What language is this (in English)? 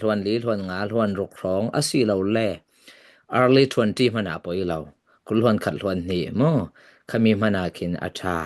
Falam Chin